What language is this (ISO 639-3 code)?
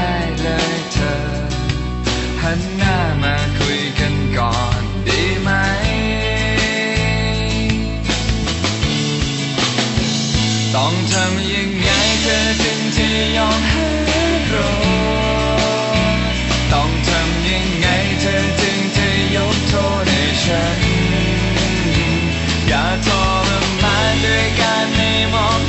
tha